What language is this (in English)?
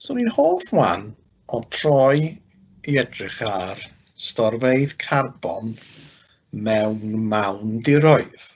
Welsh